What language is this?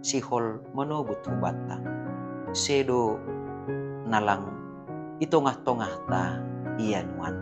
Batak Simalungun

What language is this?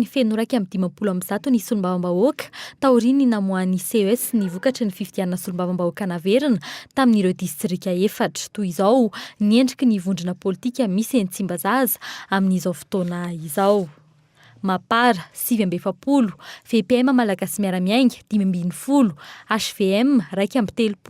Malagasy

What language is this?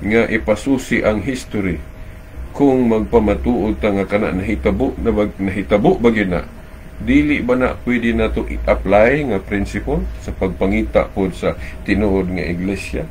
Cebuano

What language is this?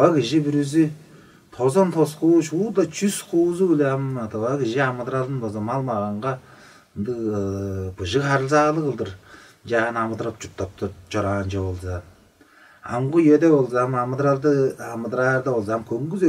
Tuvinian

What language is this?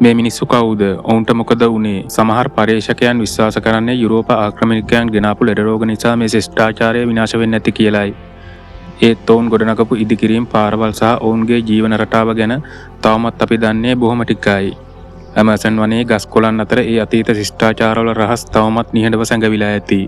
Sinhala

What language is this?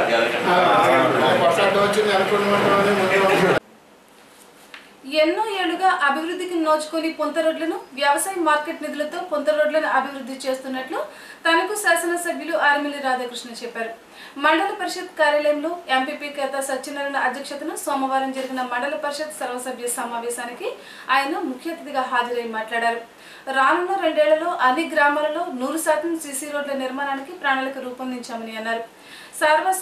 Telugu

